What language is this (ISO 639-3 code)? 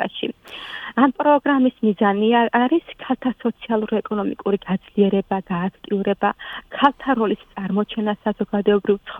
kat